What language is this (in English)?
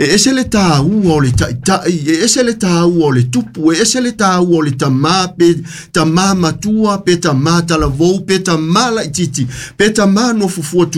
Samoan